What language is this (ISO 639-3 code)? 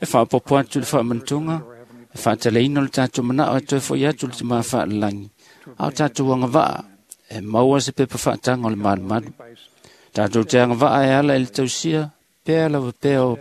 smo